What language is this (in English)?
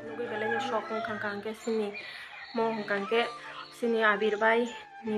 Kok Borok